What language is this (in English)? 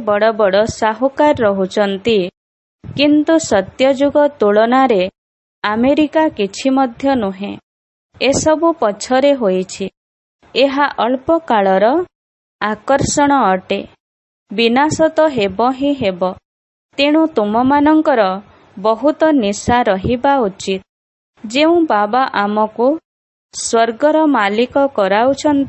Odia